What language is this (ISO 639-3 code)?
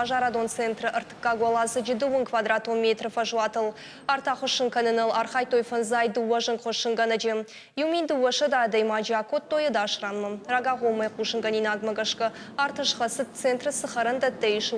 oss